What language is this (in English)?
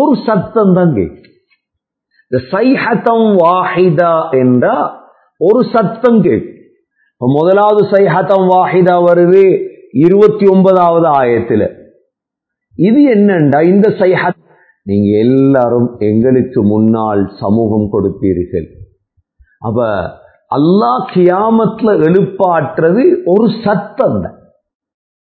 Tamil